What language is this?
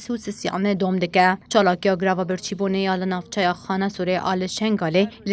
Kurdish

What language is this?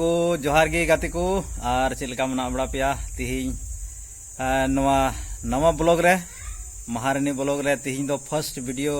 Santali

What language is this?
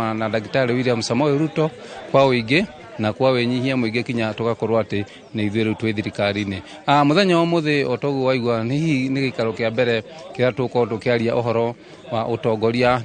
Kikuyu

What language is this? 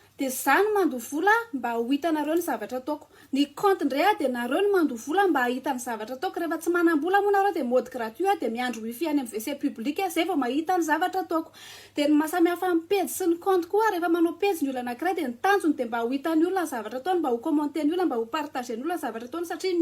Malagasy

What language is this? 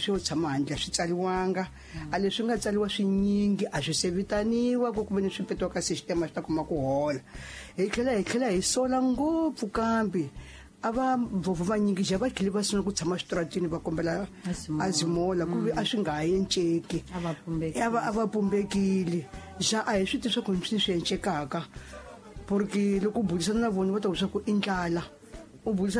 Tsonga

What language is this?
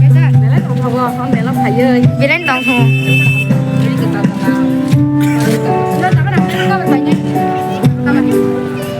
Kok Borok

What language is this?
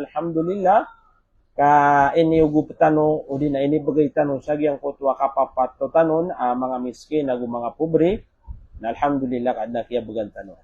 Maranao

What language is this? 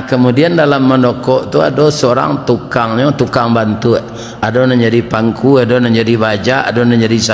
Minangkabau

